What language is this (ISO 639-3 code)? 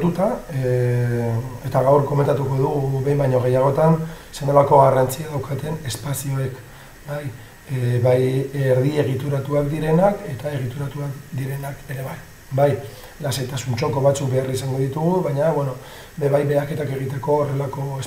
eus